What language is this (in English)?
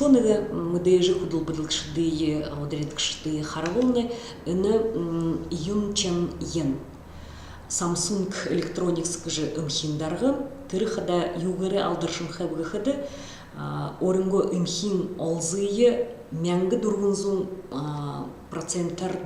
Buriat